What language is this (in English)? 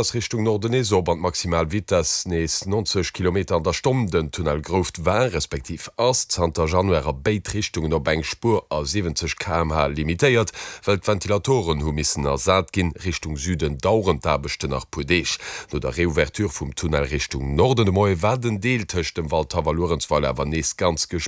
Luxembourgish